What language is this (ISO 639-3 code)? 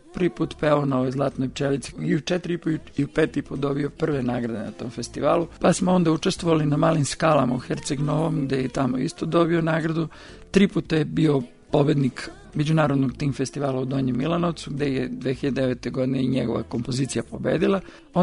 srp